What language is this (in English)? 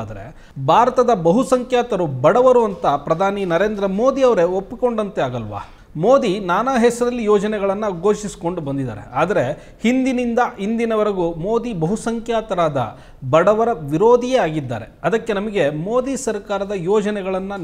Kannada